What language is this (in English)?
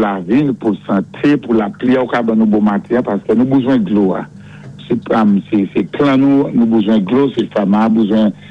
Saint Lucian Creole French